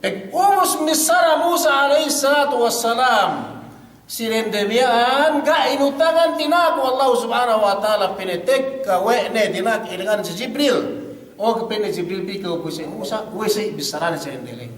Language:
Yakan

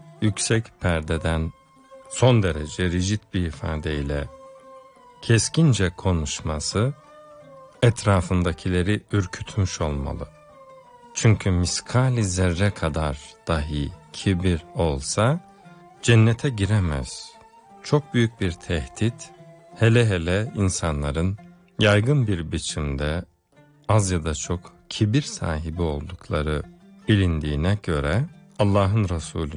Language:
Turkish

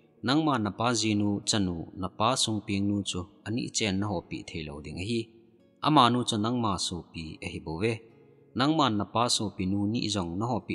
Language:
Thado Chin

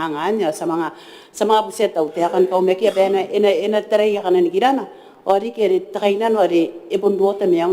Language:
Gilbertese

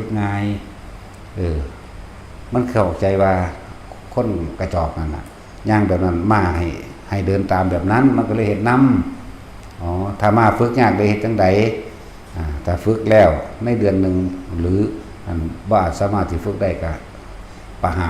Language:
Northeastern Thai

